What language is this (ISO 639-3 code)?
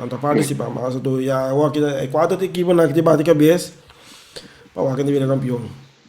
pap